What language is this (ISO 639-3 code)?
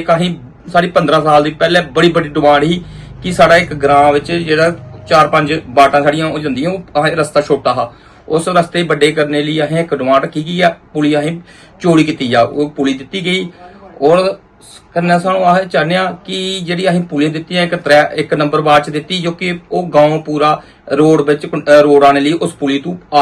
doi